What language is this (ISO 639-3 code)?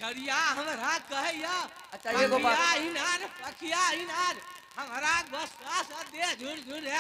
anp